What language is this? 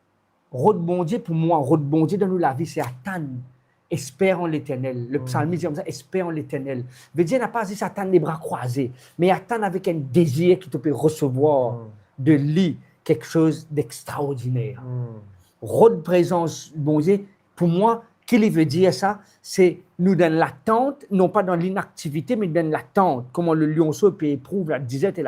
Morisyen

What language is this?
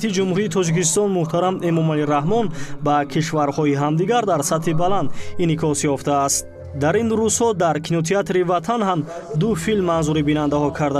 Tajik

